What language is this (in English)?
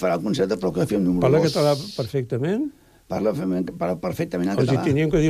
Catalan